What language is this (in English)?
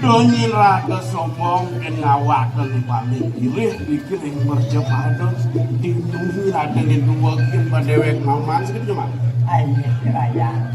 Balinese